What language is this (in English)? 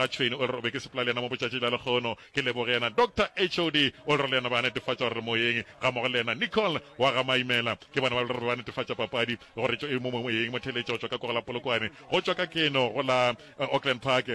Northern Sotho